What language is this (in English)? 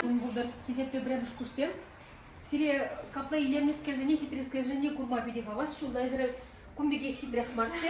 Chuvash